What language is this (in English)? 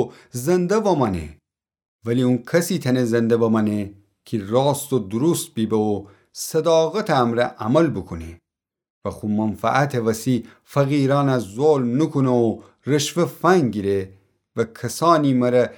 Gilaki